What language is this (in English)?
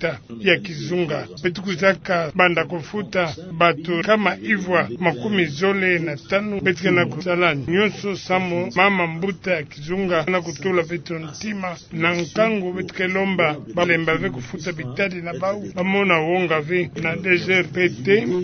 Kituba (Democratic Republic of Congo)